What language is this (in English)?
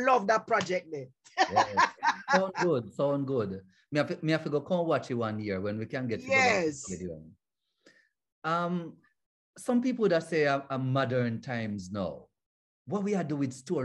Jamaican Creole English